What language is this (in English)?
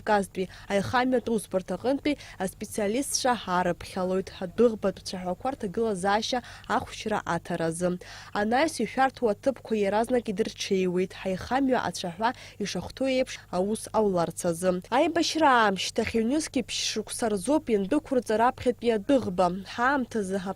Abkhazian